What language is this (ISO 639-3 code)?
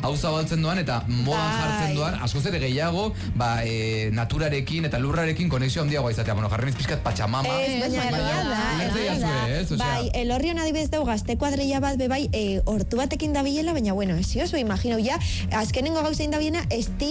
eus